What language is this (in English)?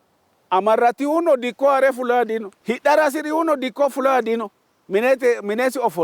Sidamo